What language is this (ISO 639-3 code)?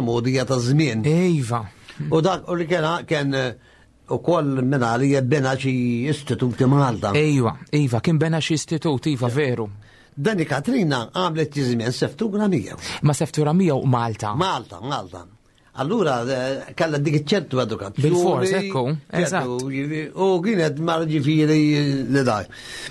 mlt